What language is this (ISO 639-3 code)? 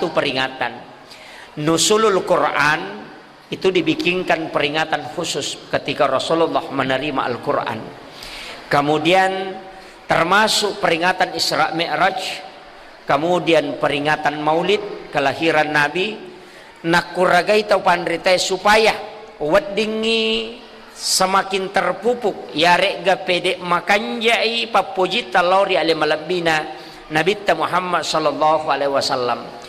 bug